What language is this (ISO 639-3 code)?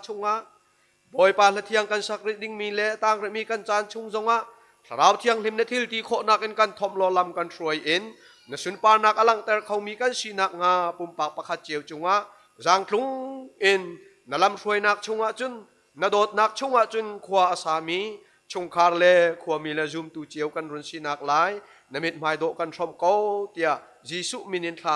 cnh